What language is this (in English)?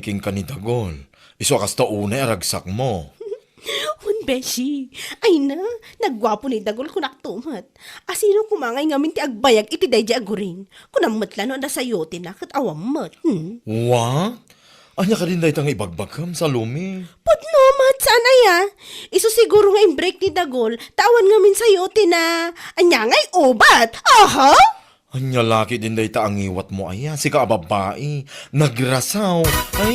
Iloko